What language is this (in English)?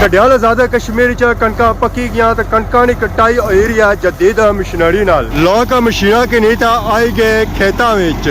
Pahari-Potwari